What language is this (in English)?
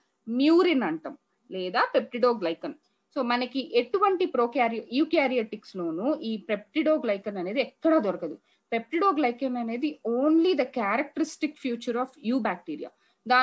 Telugu